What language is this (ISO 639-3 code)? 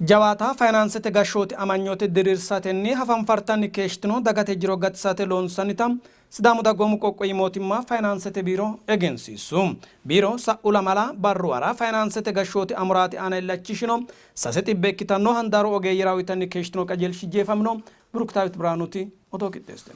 sid